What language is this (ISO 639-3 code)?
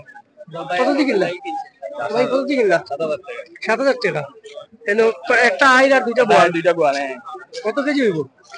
syl